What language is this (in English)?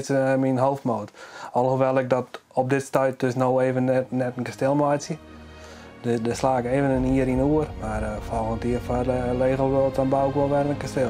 Western Frisian